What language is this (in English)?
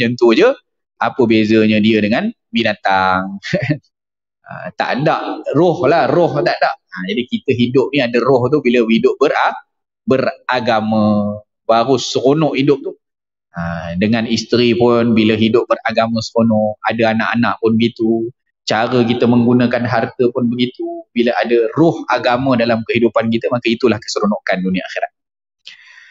Malay